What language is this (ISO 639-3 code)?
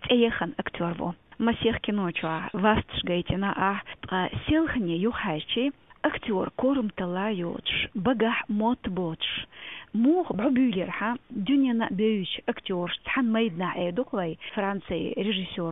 che